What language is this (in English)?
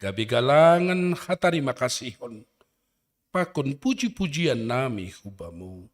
Batak Simalungun